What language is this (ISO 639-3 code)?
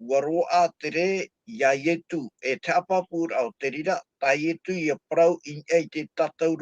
tah